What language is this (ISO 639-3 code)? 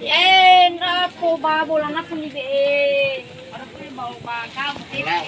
nia